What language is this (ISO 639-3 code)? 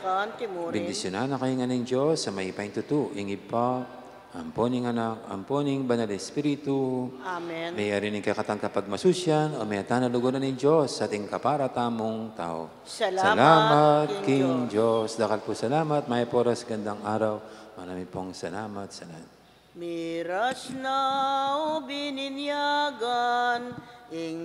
pam